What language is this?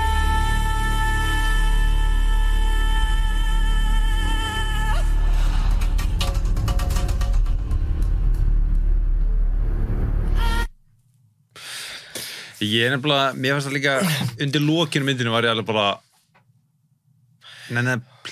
Icelandic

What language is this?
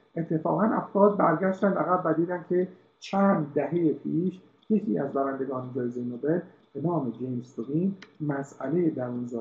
Persian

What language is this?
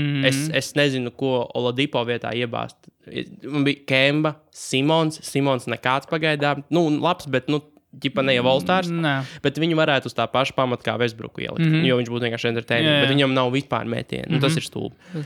Latvian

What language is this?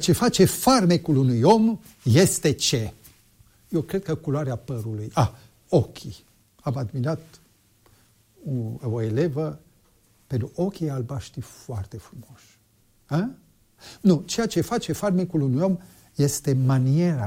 Romanian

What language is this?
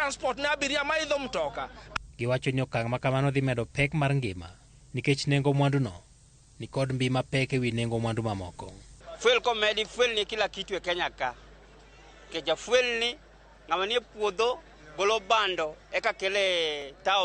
Luo (Kenya and Tanzania)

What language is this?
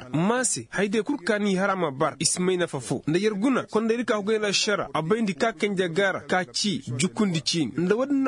Koyraboro Senni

